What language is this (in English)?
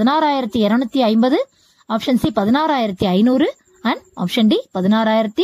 Tamil